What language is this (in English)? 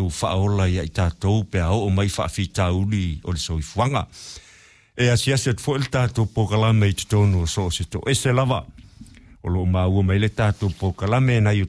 Samoan